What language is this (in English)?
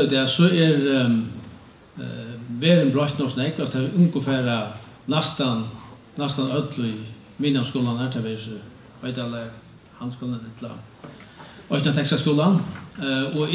Faroese